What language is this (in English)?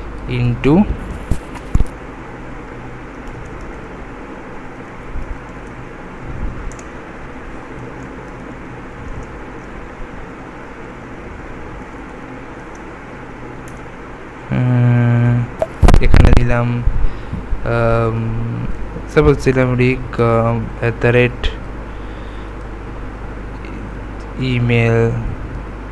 Bangla